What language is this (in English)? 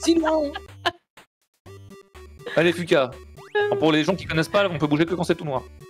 French